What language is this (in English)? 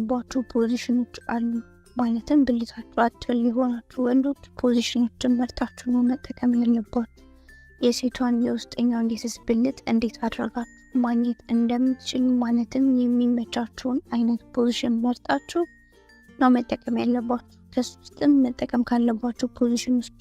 Amharic